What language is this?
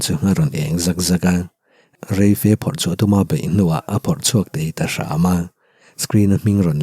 Mizo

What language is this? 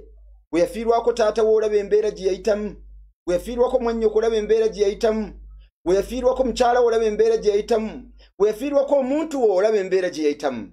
Ganda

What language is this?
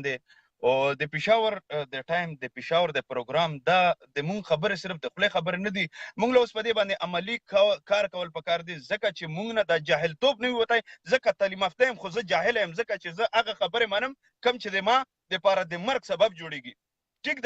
Pashto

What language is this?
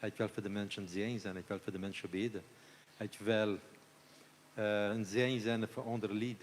Plautdietsch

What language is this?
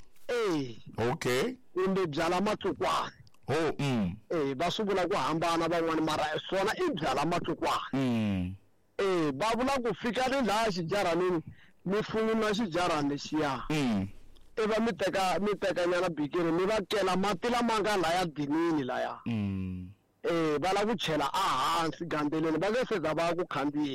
Tsonga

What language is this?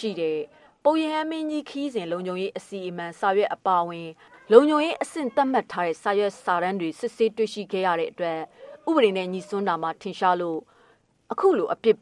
Burmese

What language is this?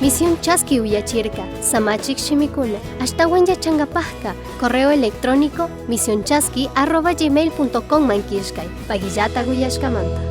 Chimborazo Highland Quichua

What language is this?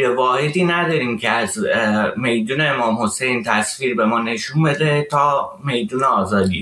Persian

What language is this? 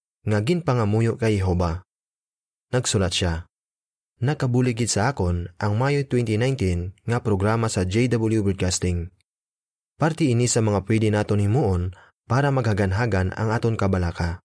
Hiligaynon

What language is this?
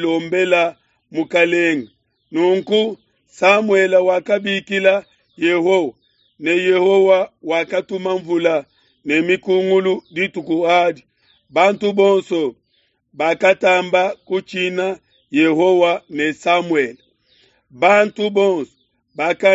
Luba-Lulua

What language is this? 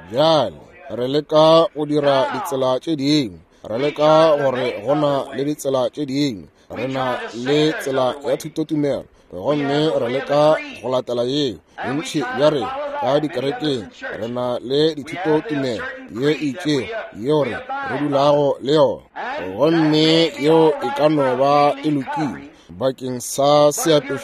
Northern Sotho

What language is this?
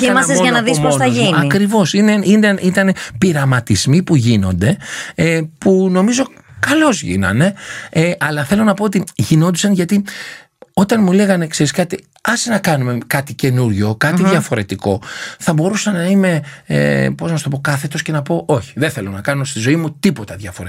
Greek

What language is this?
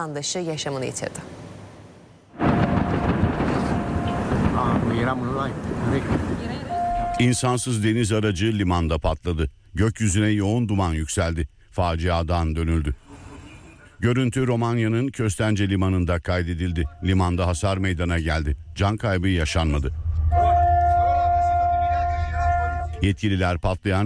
Turkish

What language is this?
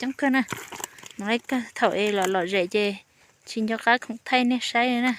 Hmong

